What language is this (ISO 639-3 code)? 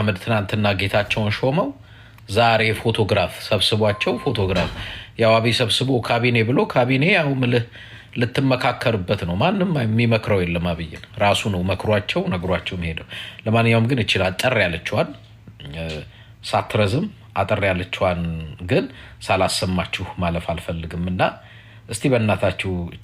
amh